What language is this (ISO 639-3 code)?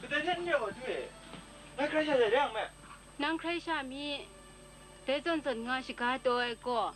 kac